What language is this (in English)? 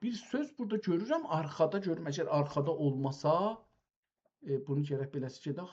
South Azerbaijani